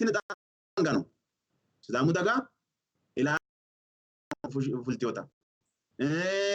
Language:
Sidamo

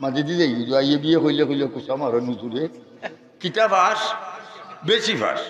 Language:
Sylheti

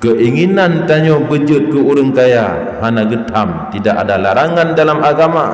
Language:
Achinese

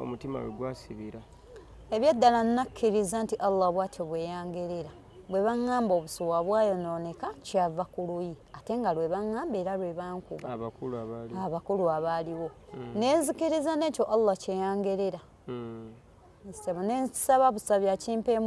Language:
Ganda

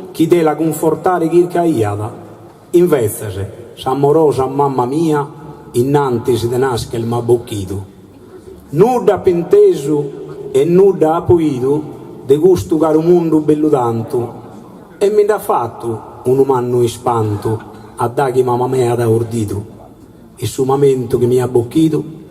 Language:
Sardinian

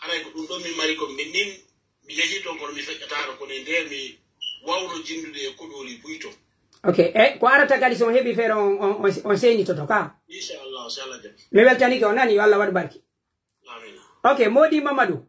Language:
Pular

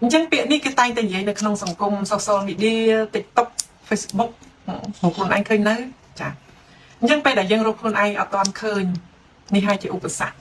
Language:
Khmer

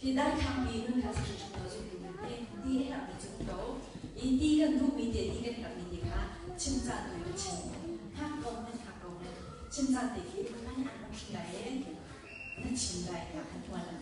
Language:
Hakha Chin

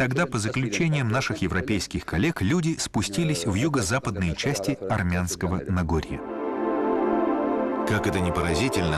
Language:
Russian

